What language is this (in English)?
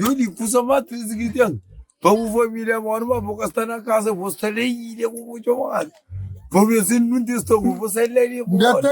Kabuverdianu